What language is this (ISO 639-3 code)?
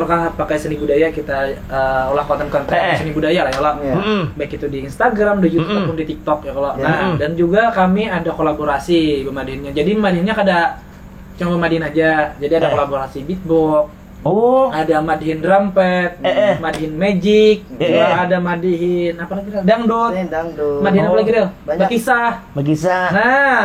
bjn